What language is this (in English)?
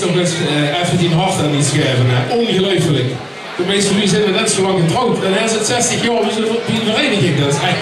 Limburgish